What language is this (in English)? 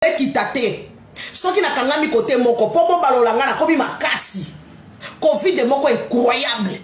Lingala